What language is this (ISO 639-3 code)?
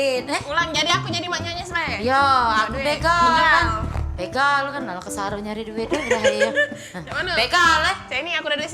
mui